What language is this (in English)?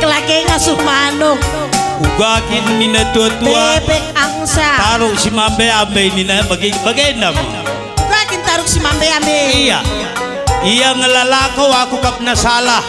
Batak Karo